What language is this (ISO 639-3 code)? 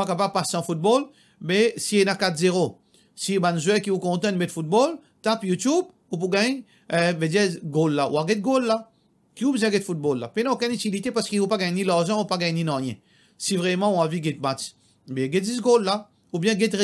mfe